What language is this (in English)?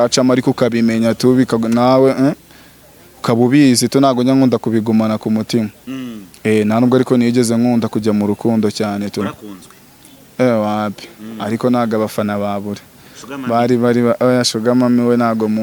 Kinyarwanda